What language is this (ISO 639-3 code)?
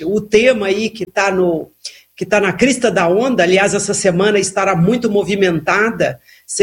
por